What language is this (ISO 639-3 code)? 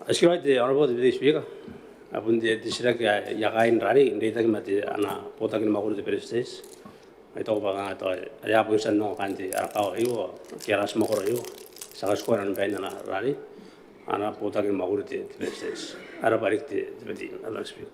gil